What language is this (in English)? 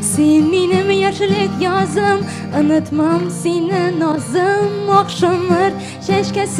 Tatar